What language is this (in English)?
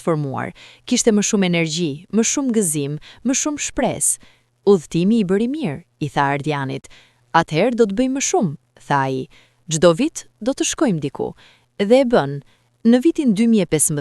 Albanian